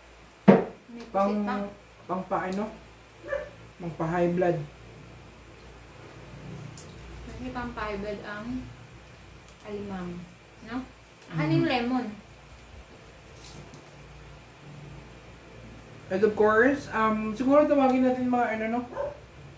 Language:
Filipino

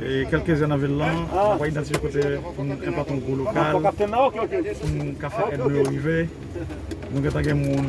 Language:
Haitian Creole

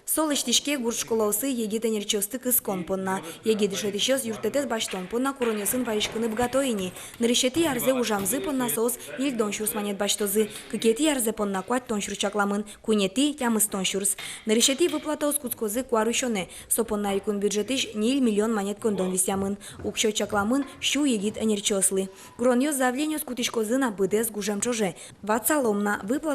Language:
Udmurt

